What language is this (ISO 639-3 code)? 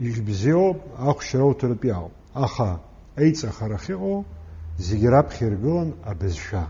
abk